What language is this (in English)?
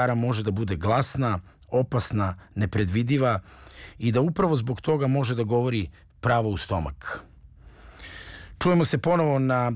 Serbian